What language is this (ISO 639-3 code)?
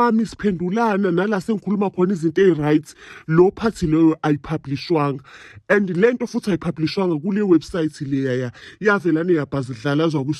zul